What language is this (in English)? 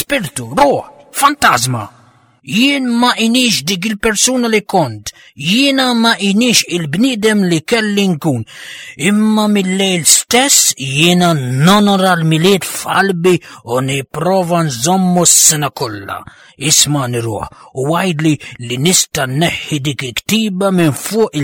Maltese